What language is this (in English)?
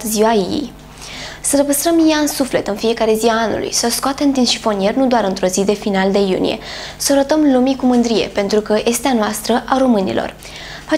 Romanian